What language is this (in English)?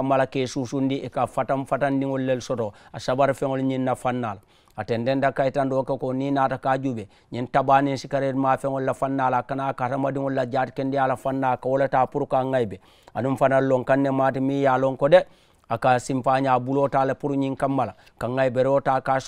Mandingo